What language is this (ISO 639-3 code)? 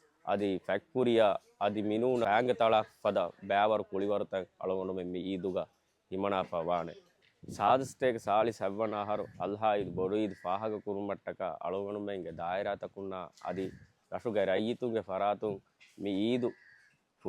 div